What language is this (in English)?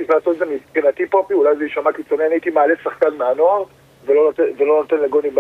Hebrew